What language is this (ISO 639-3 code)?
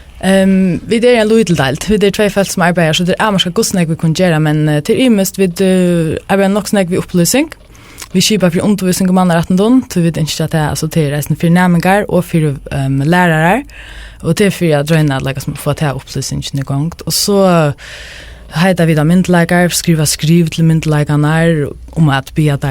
fao